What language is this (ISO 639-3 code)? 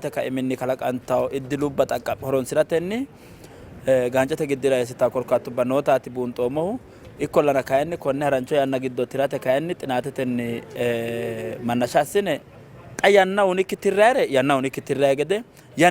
sid